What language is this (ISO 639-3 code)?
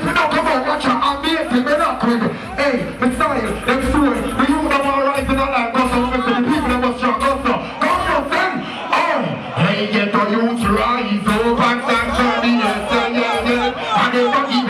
jam